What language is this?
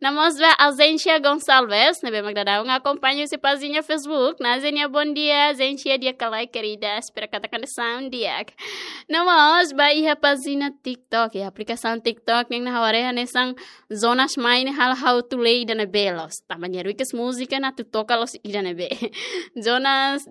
Tetum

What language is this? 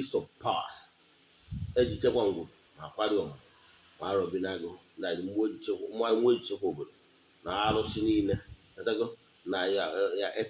Igbo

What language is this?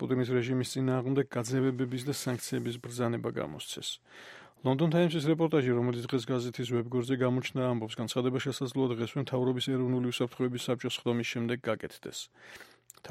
Georgian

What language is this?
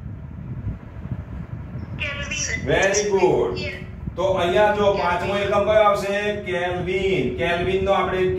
Gujarati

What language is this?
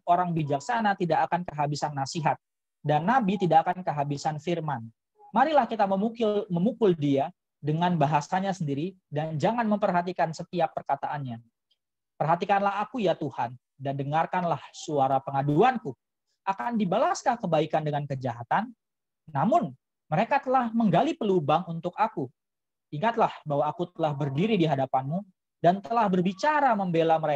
Indonesian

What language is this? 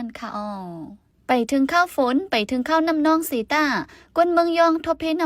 Shan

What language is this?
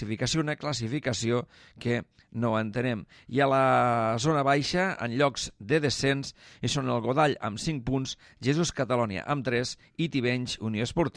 Catalan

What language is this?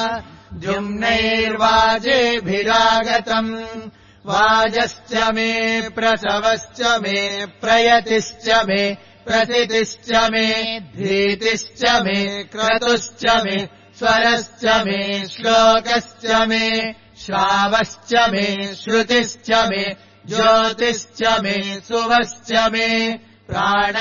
Sanskrit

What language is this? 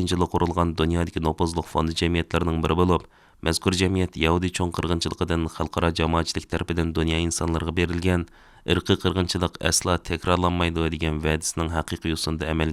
Uyghur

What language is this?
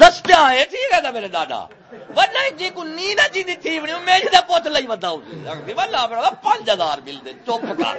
Saraiki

